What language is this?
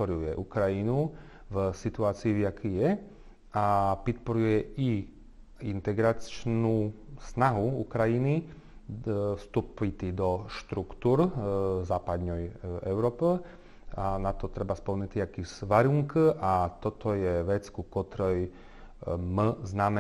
Rusyn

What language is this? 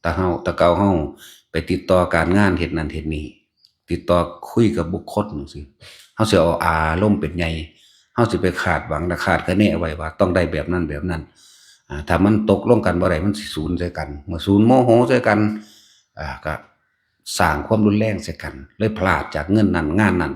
Northeastern Thai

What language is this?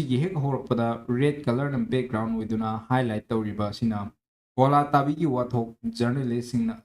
Manipuri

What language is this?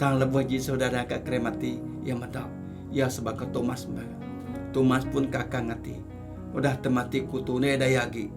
Iban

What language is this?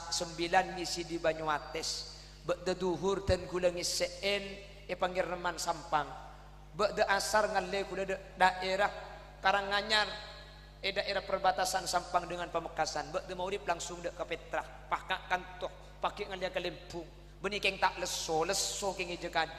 Madurese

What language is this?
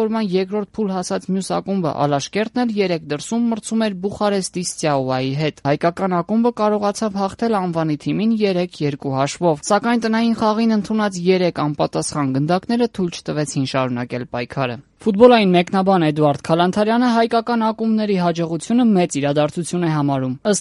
Armenian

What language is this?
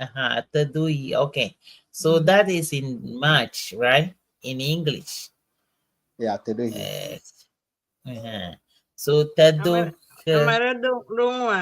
Ewe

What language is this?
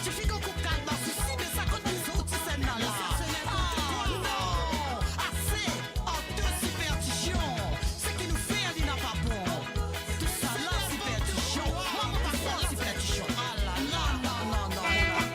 Morisyen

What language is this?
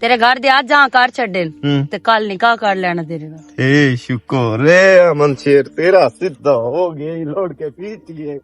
Western Panjabi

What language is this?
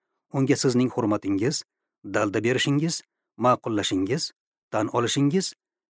Uzbek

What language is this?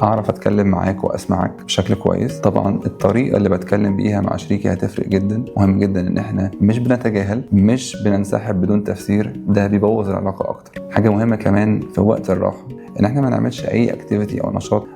Egyptian Arabic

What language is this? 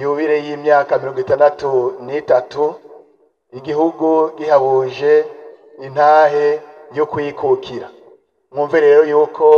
Rundi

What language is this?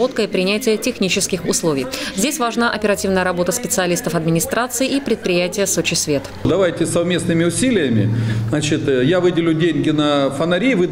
Russian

